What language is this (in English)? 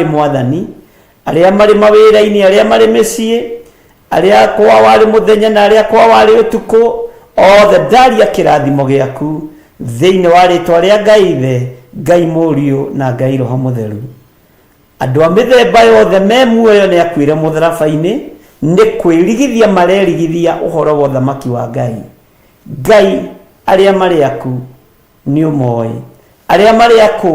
Kikuyu